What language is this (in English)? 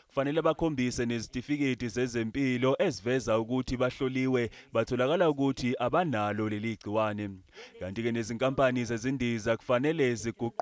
Zulu